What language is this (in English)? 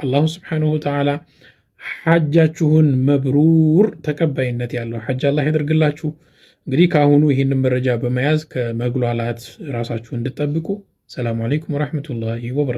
Amharic